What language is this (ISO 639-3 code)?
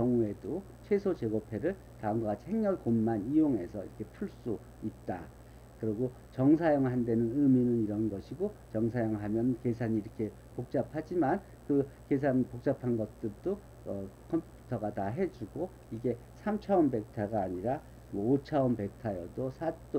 kor